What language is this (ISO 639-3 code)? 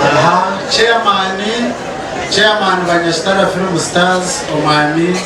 nyn